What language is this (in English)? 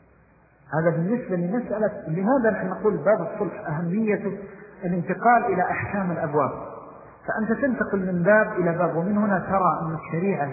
Arabic